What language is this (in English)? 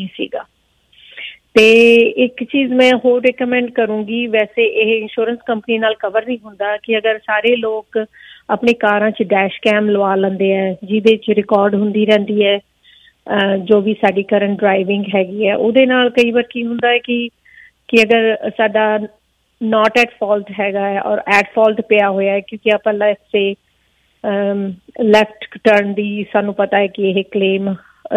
Punjabi